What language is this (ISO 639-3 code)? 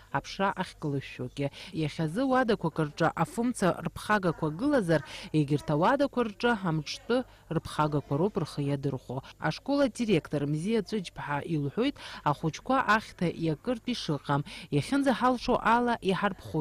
abk